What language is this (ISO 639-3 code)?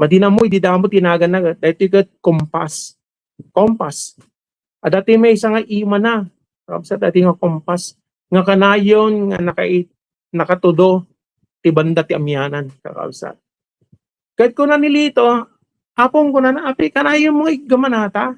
ilo